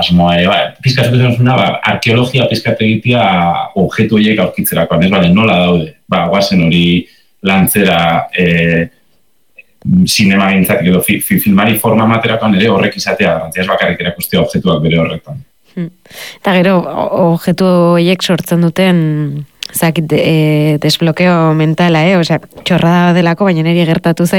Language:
Basque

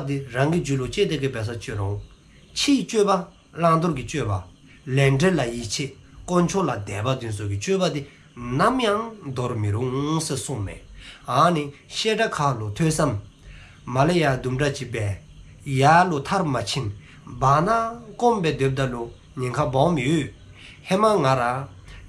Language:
Dzongkha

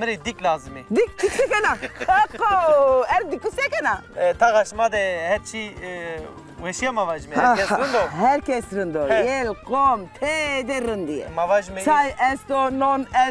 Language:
Zaza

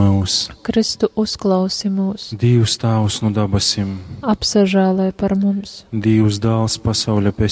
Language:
Latgalian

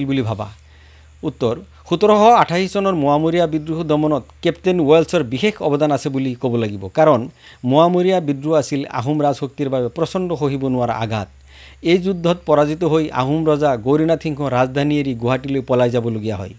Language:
Assamese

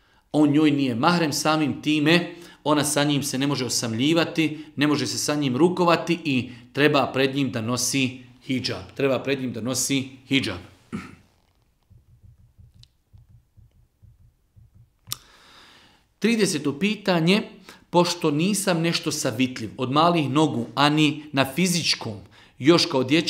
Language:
Bosnian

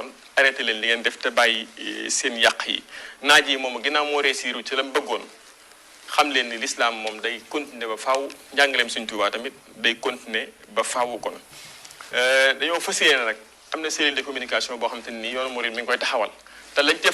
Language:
Wolof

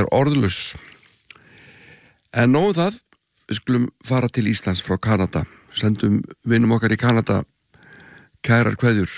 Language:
Icelandic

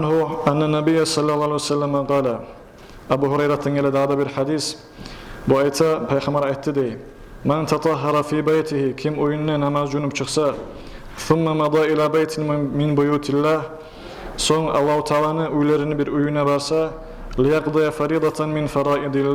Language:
Kumyk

